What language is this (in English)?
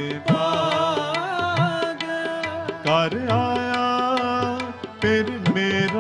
Punjabi